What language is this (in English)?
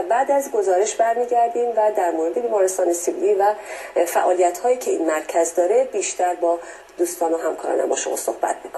Persian